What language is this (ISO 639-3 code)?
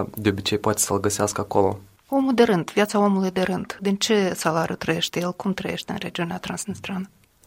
ron